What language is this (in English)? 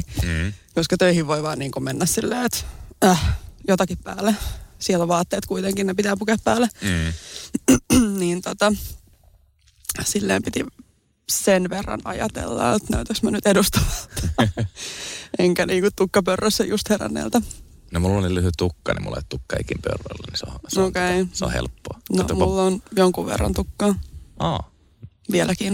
Finnish